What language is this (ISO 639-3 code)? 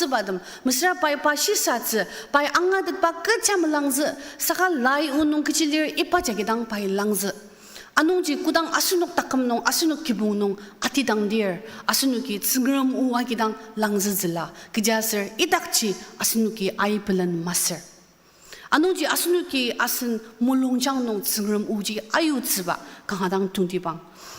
njo